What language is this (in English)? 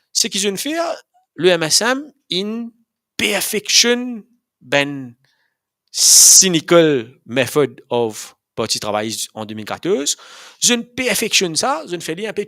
Morisyen